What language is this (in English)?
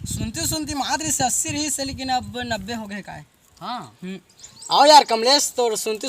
Chhattisgarhi